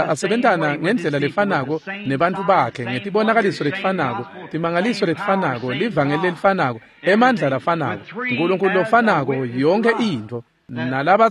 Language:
Swati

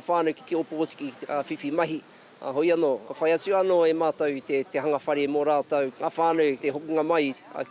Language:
Māori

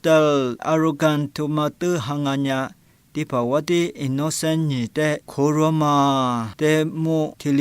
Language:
Lisu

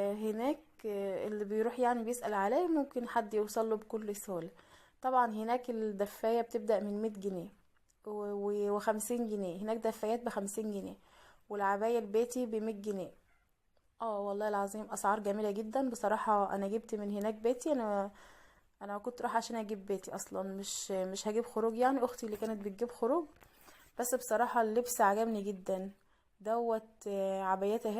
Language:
Egyptian Arabic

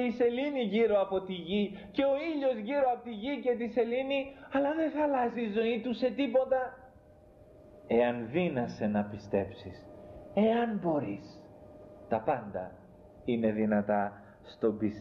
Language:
Greek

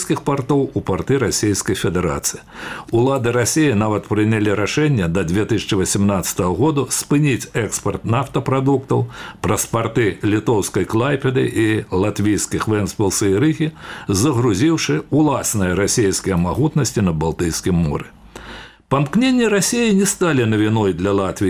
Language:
Belarusian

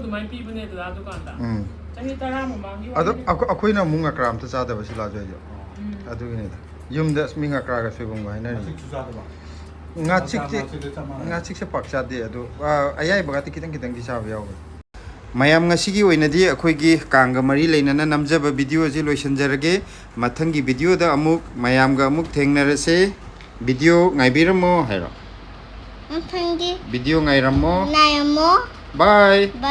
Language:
Manipuri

